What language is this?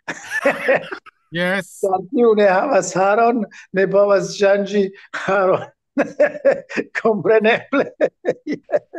Esperanto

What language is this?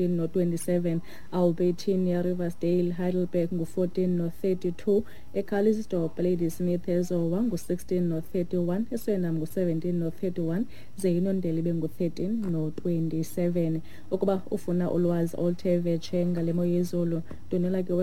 Xhosa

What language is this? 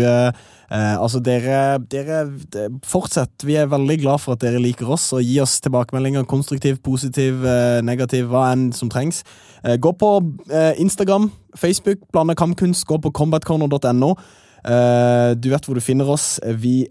Norwegian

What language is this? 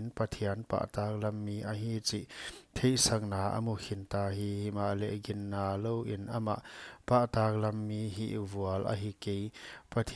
Paite Chin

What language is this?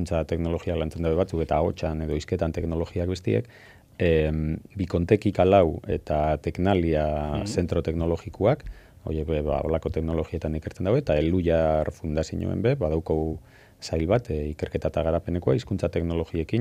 Basque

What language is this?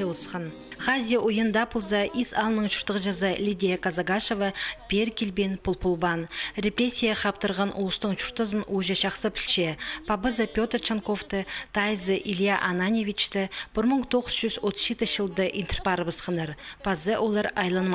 Khakas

